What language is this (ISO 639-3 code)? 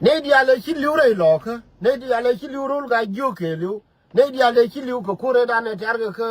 nus